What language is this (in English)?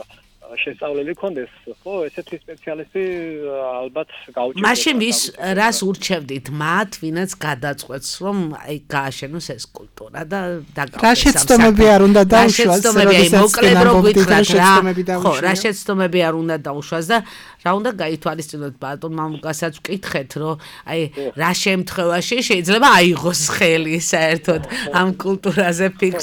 Georgian